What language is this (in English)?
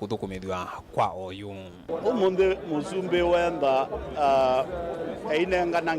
Kamba